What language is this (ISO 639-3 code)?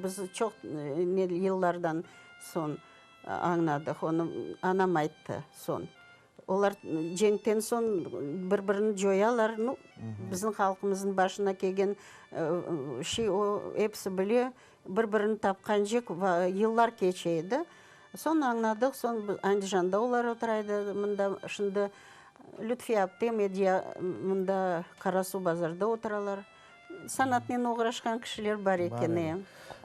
crh